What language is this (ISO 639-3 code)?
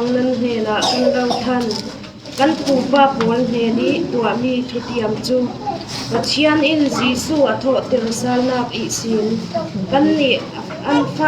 cfm